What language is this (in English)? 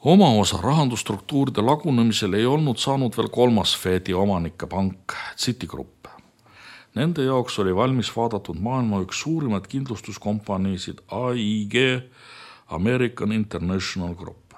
Estonian